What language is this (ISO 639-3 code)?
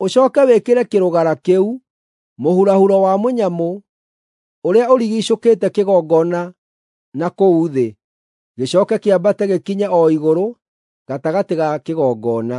kik